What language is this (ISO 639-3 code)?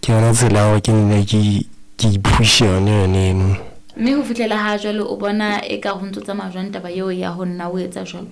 sot